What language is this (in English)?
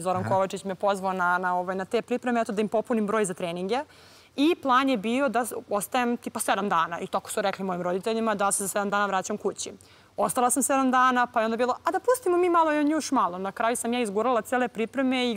Serbian